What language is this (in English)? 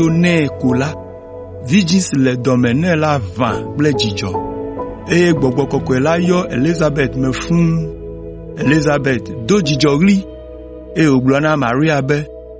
Ewe